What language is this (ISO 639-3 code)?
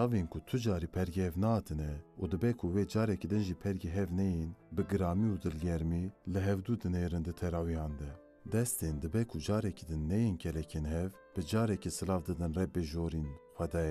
kur